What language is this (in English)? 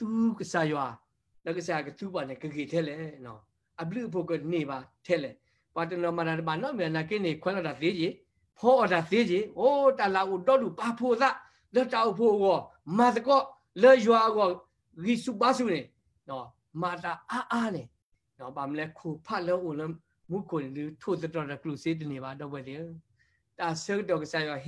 S'gaw Karen